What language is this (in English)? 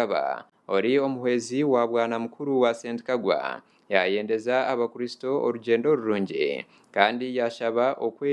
Nyankole